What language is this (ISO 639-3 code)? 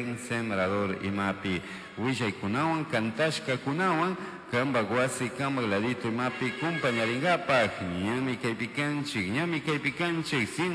qug